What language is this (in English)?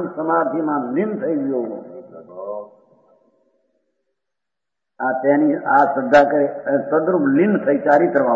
Gujarati